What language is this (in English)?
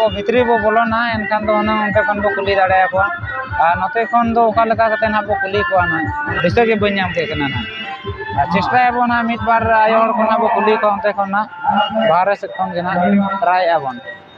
Santali